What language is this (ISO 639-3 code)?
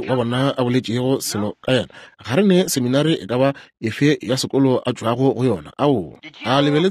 nso